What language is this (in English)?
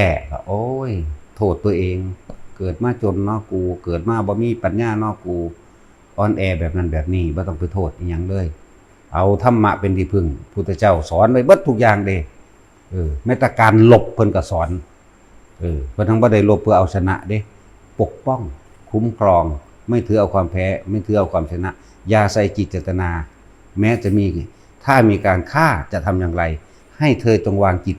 Northeastern Thai